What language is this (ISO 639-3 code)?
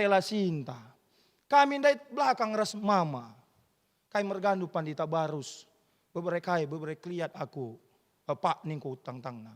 btx